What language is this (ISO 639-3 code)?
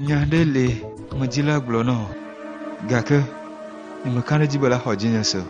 ewe